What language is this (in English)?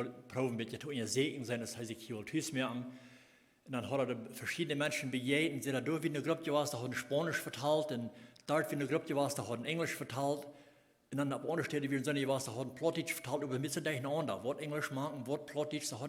Plautdietsch